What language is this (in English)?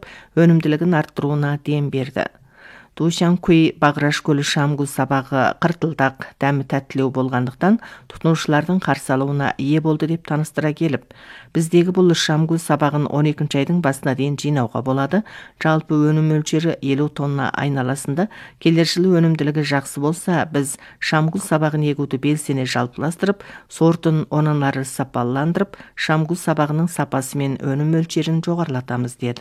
Kazakh